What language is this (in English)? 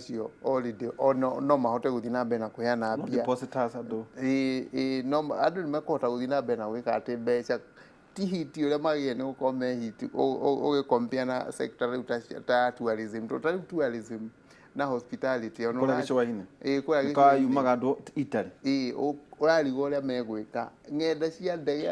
Kikuyu